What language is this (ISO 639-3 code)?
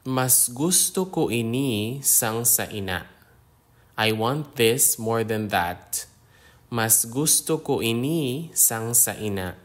hil